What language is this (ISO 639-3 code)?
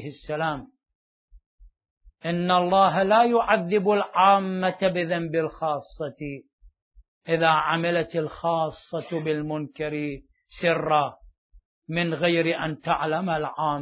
ara